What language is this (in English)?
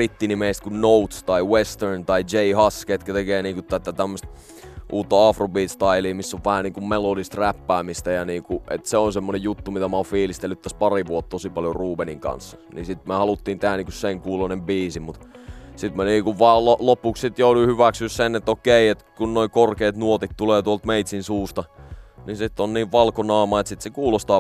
Finnish